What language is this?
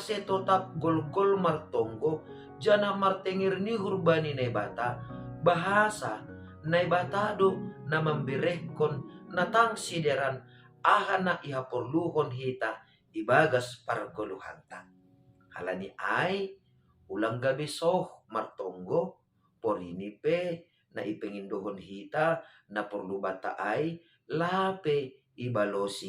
Batak Simalungun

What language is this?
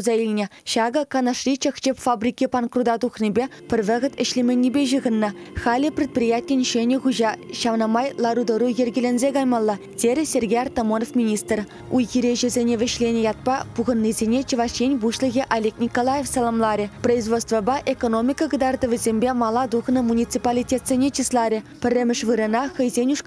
Chuvash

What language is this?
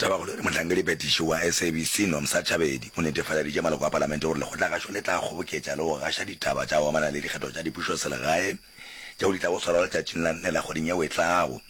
Northern Sotho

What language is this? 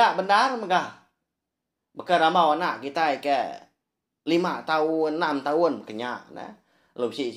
Iban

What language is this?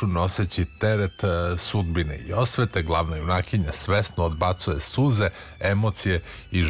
Serbian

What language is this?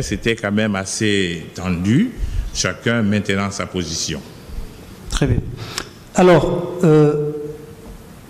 French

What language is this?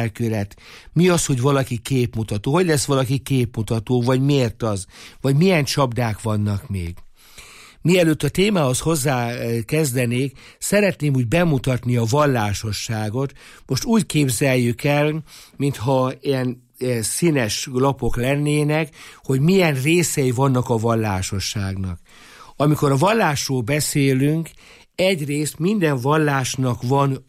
Hungarian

